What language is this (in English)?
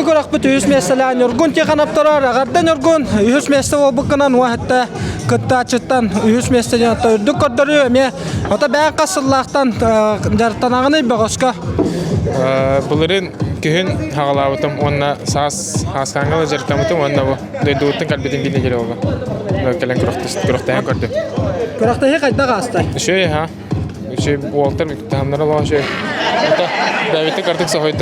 Yakut